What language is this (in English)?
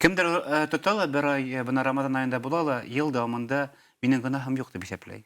Bashkir